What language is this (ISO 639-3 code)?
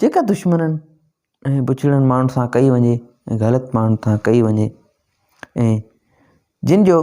snd